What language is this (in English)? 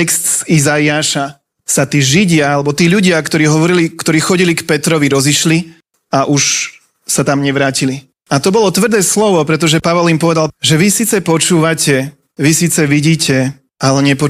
Slovak